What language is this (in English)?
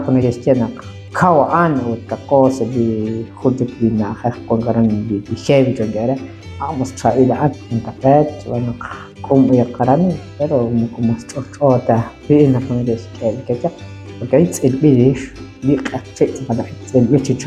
Kekchí